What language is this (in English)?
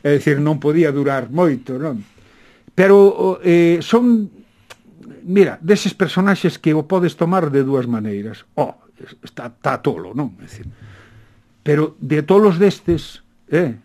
Galician